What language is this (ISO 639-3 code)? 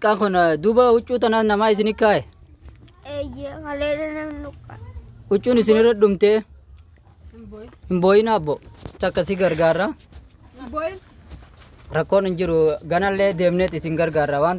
orm